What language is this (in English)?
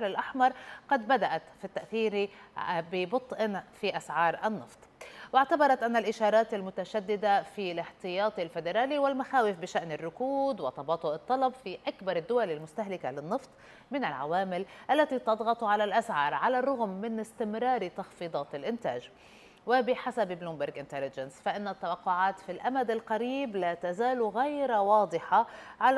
Arabic